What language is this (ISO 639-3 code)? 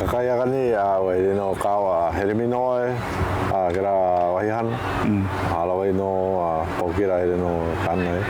haw